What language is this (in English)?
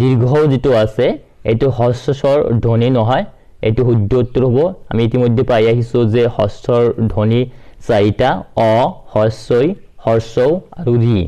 Assamese